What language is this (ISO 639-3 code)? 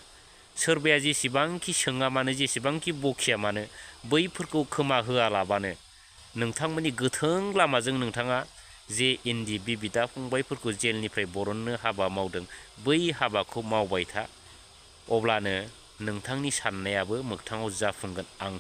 brx